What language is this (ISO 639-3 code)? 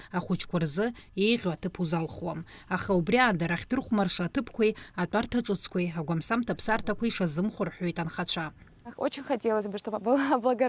abk